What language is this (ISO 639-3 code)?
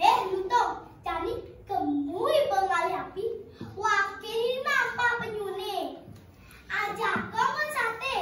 ban